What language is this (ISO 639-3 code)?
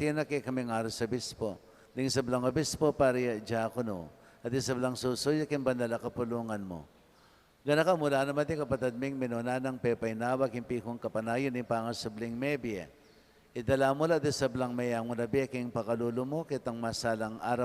pam